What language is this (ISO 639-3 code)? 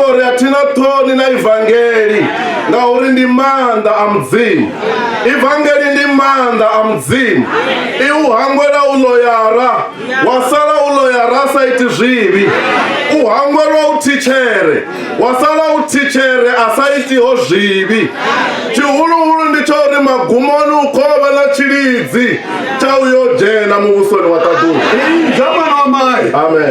ven